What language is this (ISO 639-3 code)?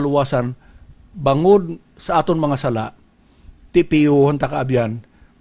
hil